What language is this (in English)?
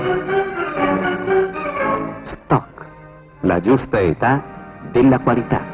Italian